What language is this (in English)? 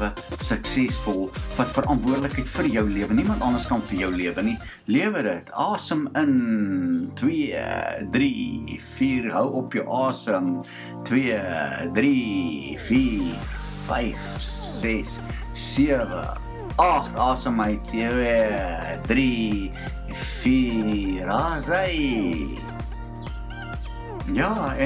Afrikaans